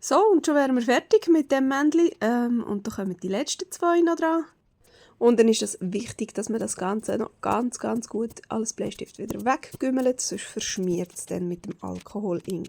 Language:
Swiss German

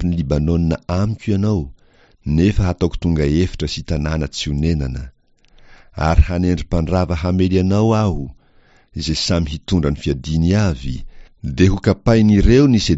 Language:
Malagasy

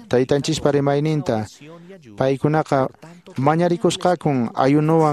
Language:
Quechua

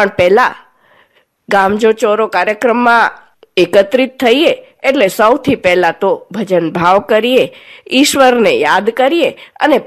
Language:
Gujarati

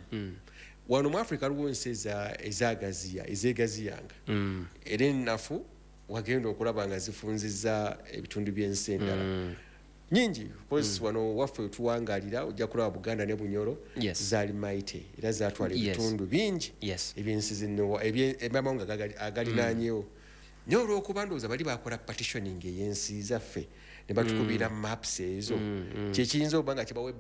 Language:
Ganda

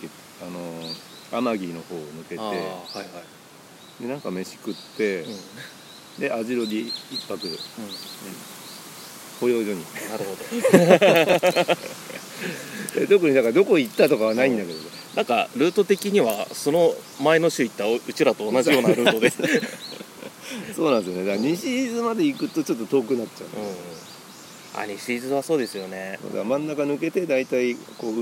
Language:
Japanese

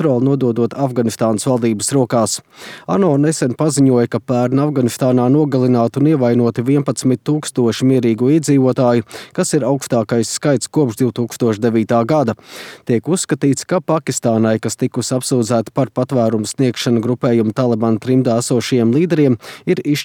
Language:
Latvian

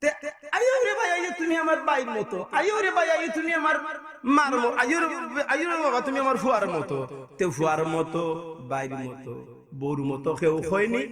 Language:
Sylheti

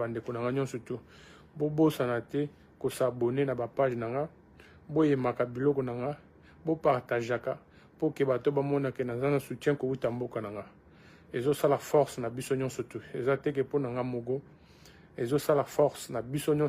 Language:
Lingala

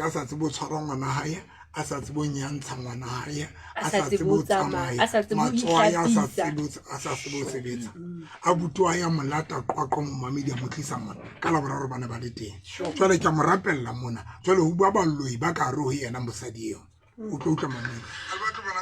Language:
Southern Sotho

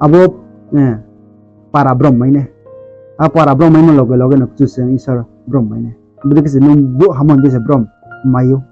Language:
Riang (India)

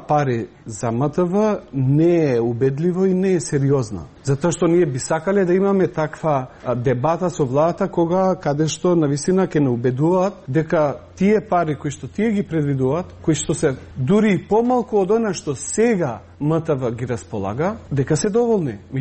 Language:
Macedonian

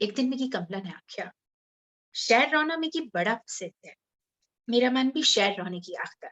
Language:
Dogri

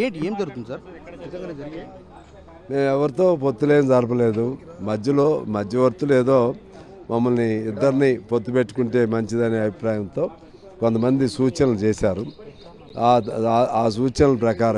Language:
Telugu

